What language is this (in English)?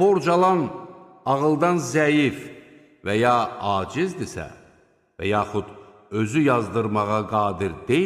Azerbaijani